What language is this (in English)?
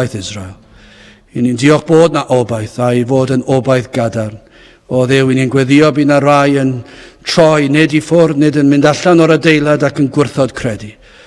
Welsh